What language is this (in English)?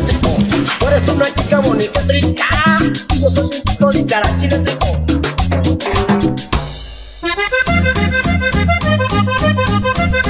Spanish